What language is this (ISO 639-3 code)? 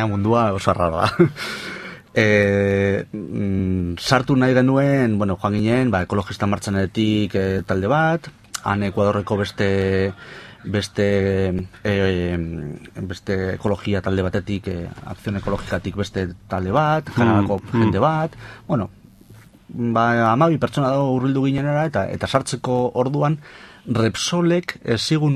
eus